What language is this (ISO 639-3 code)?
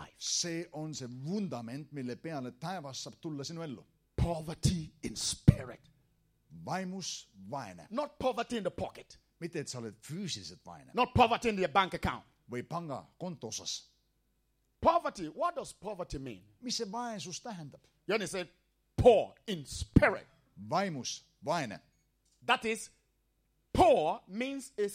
est